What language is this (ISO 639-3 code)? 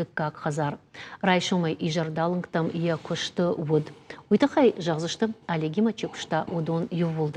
oss